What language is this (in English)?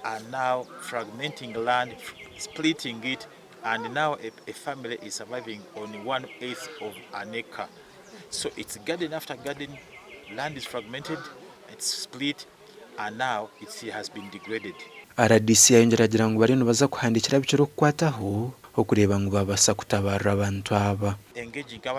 Nyankole